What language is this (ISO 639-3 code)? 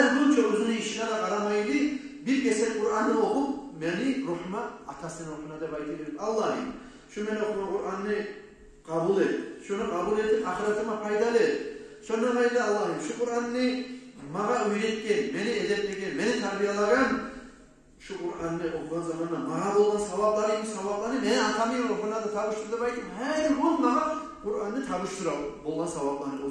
kum